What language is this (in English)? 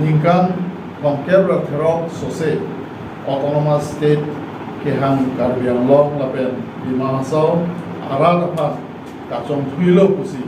Karbi